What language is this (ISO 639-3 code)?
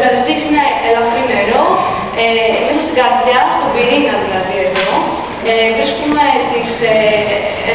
ell